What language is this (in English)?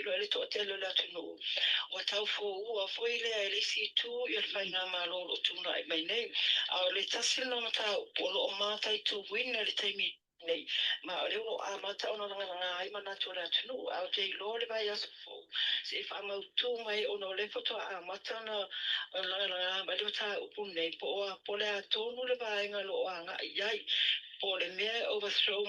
Samoan